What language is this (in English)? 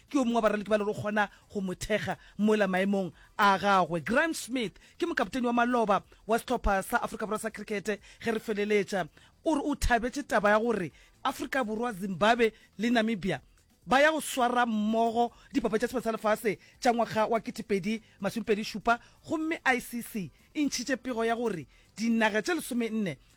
Northern Sotho